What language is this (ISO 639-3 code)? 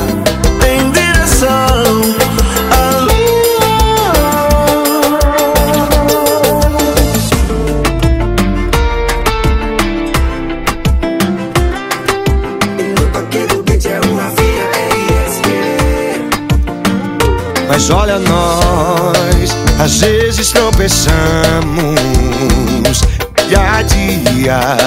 por